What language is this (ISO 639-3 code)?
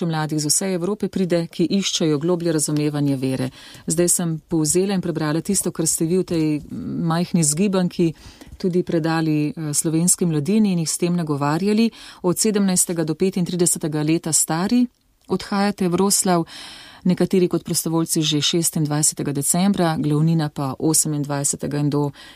slv